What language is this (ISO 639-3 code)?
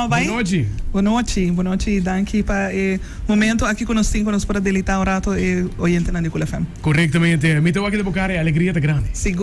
pap